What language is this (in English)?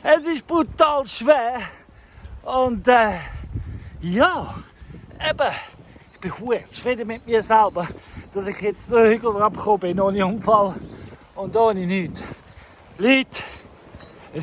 Swiss German